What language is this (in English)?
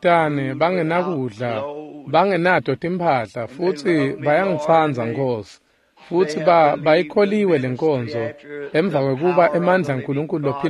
Swati